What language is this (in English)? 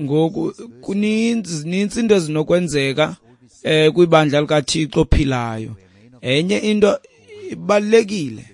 Xhosa